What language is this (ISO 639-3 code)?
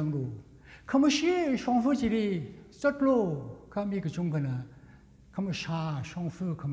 nmf